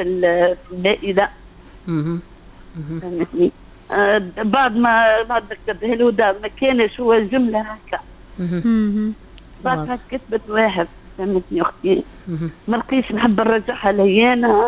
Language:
Tunisian Arabic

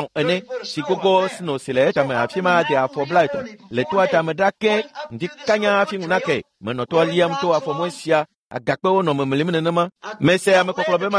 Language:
Ewe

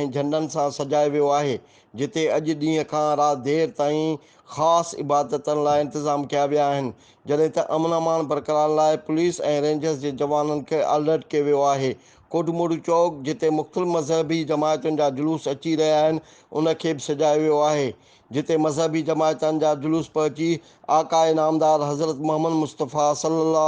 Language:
Sindhi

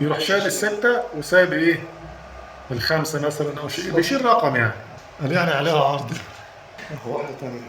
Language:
Egyptian Arabic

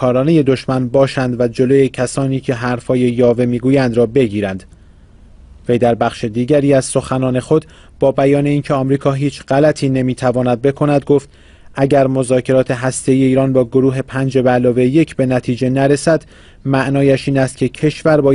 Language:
Persian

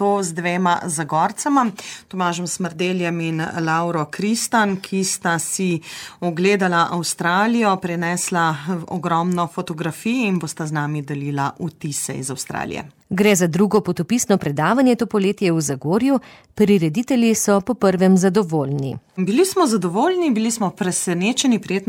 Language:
Slovenian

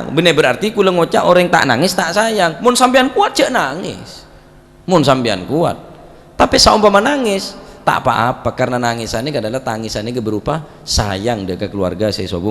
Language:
Madurese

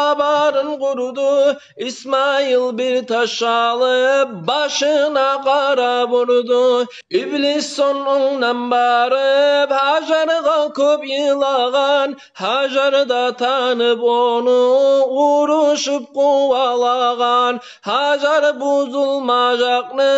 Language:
Kumyk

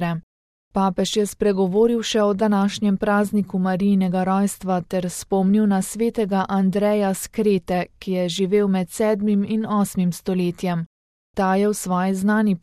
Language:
Slovenian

